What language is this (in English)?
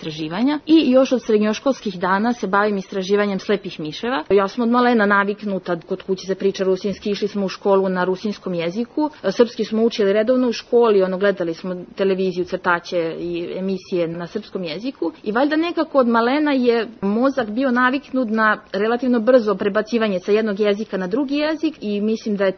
Serbian